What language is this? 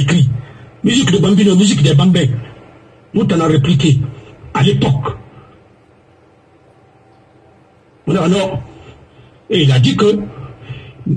French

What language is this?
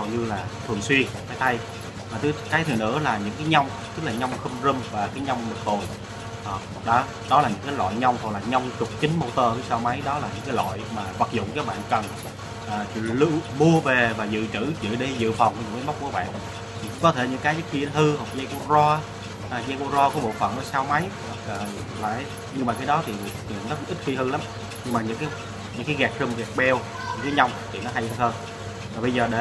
Vietnamese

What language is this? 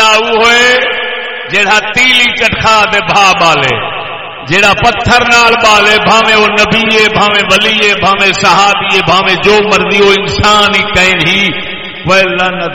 Saraiki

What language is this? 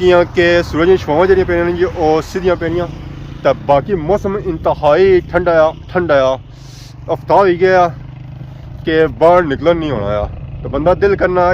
Pahari-Potwari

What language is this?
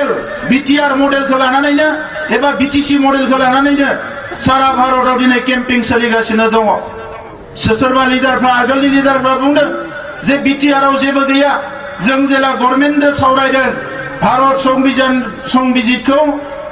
Bodo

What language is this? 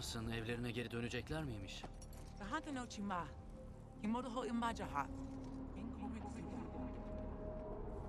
Turkish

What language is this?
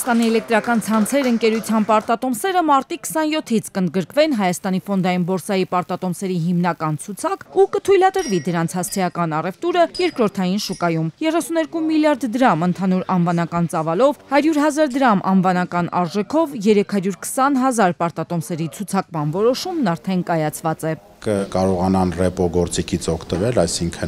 Armenian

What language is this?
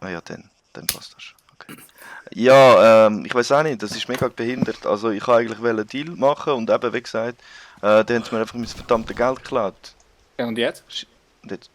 Swiss German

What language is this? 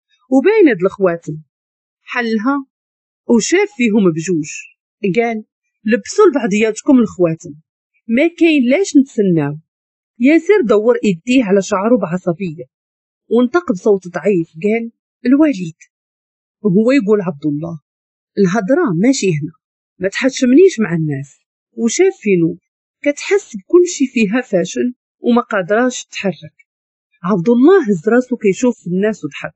Moroccan Arabic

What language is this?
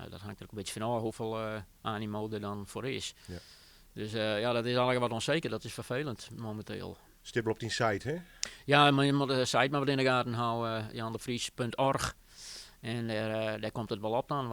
Western Frisian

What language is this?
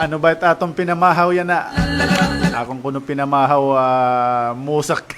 Waray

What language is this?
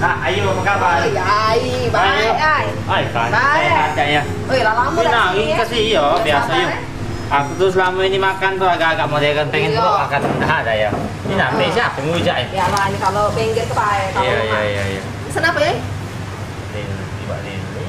Musi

